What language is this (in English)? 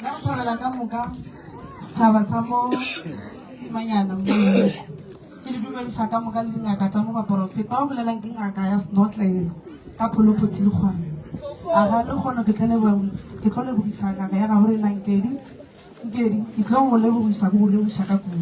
Northern Sotho